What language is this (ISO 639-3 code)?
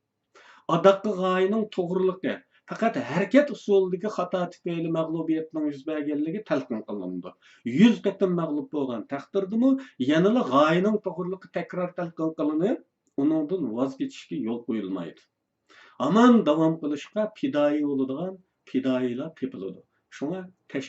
uig